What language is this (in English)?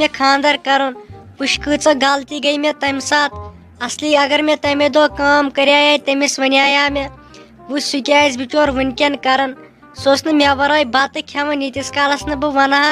Kashmiri